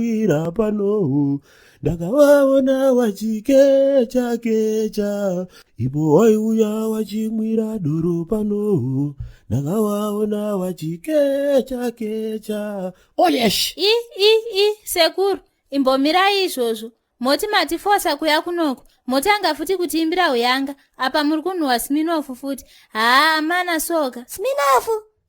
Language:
Shona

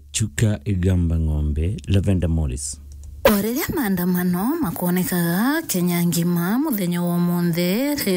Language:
Meru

